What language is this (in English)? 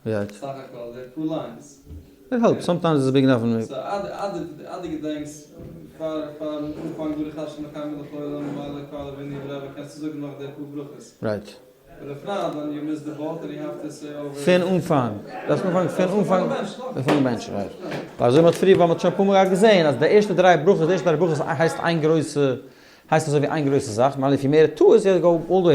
Yiddish